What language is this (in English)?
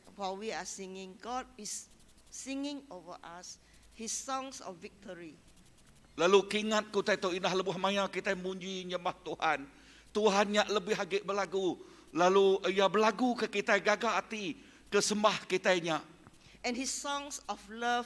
Iban